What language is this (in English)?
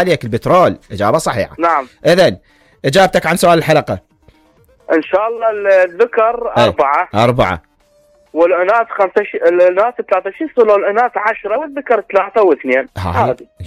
Mesopotamian Arabic